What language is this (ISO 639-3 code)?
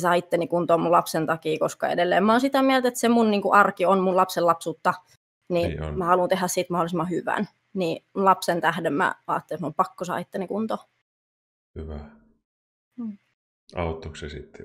fin